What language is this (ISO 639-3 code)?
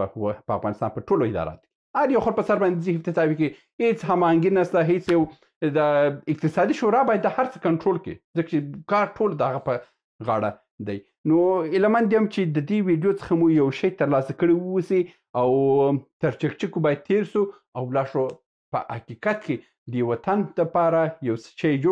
pus